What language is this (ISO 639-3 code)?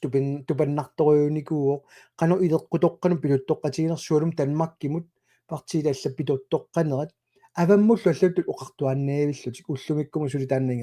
kal